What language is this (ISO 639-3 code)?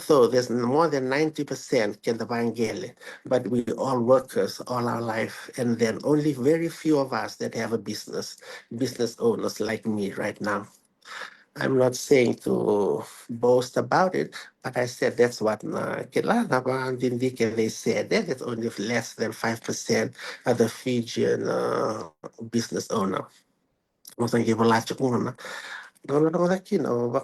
fij